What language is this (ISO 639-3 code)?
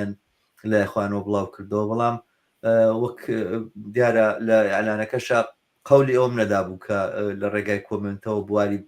ckb